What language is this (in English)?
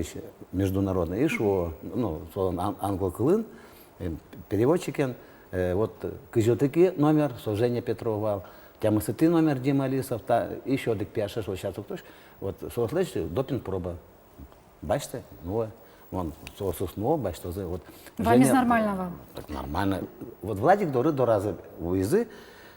Udmurt